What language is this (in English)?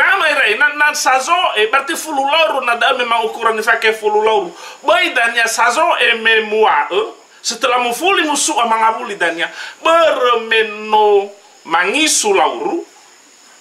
Nias